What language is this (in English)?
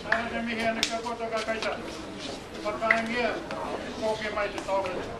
Māori